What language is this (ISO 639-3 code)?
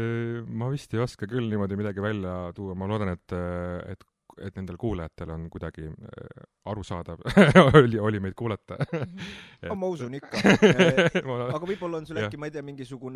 est